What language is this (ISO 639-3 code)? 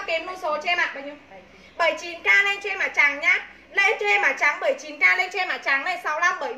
vie